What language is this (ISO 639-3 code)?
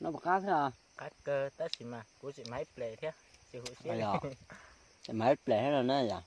hmn